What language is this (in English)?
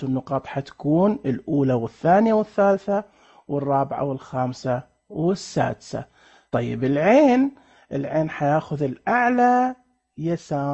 Najdi Arabic